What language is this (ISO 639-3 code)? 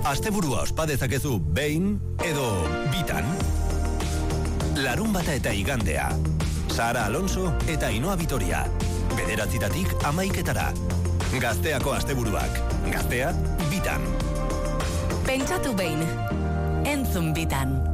eus